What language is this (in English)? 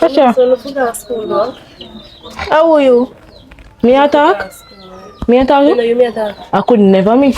Jamaican Creole English